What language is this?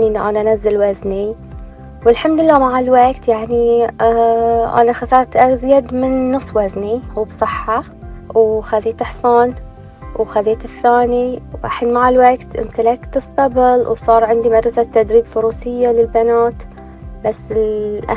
Gulf Arabic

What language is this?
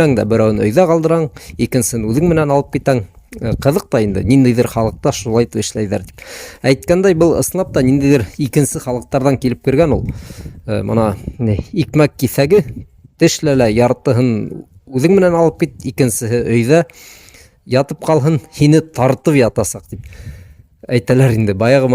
Bashkir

